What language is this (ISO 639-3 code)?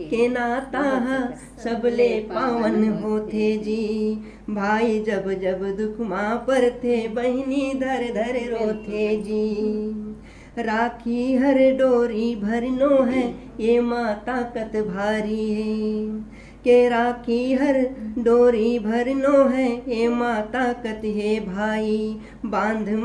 hne